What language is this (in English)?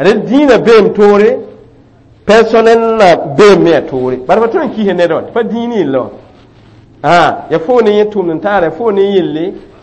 Mossi